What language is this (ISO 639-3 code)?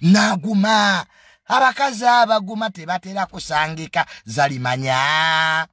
lug